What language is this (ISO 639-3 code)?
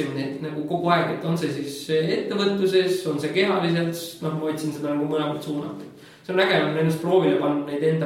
est